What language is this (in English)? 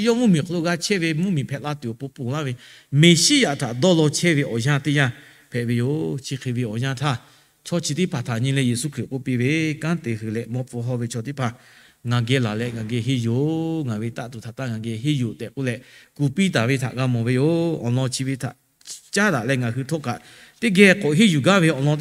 Lahu